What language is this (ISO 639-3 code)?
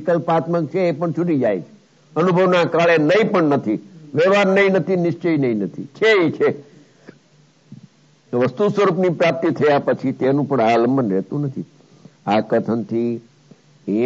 guj